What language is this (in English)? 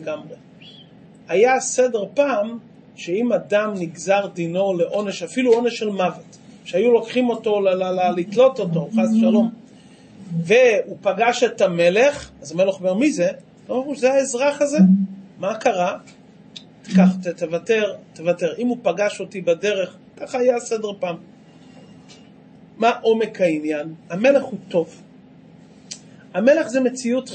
Hebrew